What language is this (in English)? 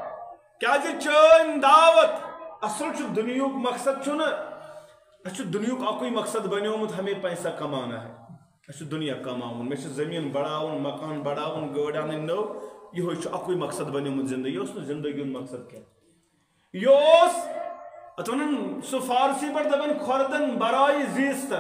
Kashmiri